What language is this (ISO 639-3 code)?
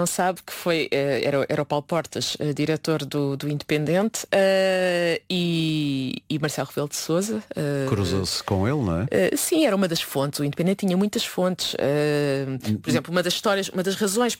por